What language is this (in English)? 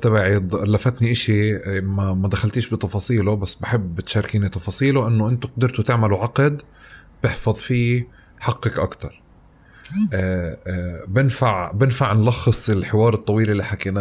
North Levantine Arabic